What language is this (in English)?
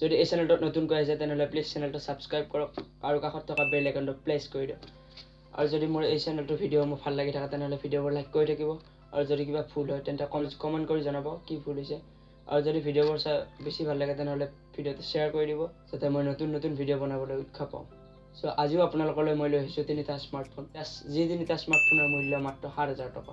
Assamese